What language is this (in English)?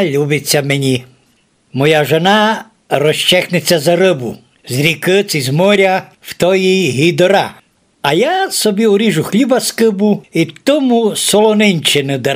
Rusyn